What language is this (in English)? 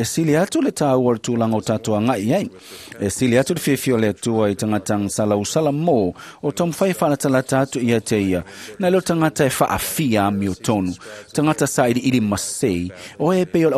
Samoan